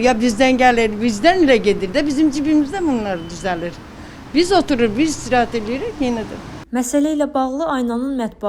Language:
Azerbaijani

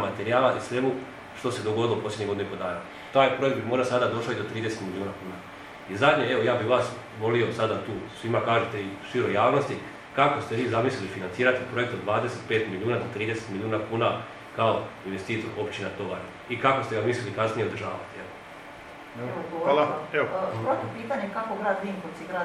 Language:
Croatian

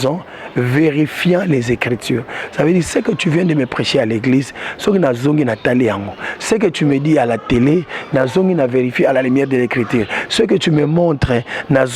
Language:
Lingala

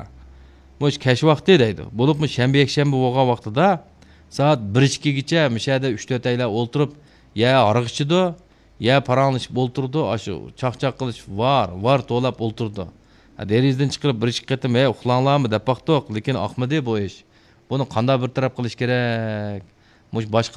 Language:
Uyghur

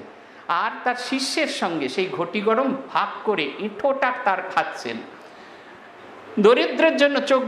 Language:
Bangla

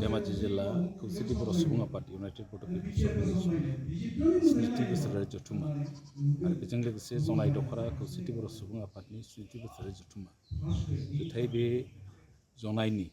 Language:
Bodo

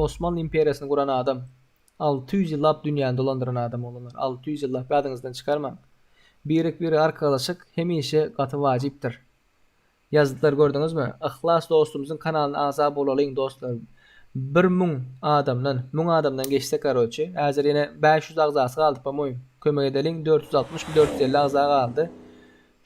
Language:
Turkmen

